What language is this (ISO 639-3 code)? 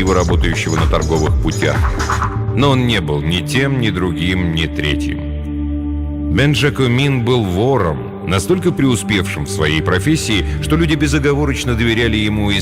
rus